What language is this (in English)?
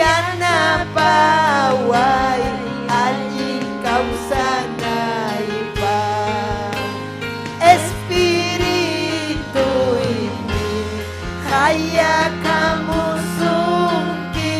Ayacucho Quechua